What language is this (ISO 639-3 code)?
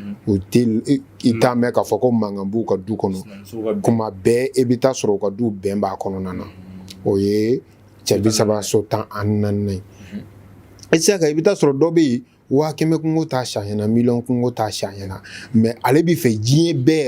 bam